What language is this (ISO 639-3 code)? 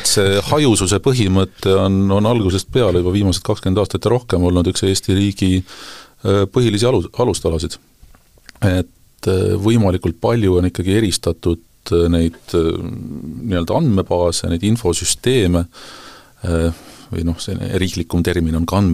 est